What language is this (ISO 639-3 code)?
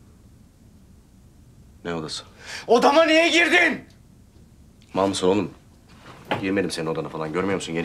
tur